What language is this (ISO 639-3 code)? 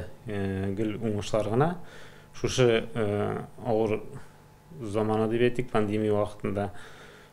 tat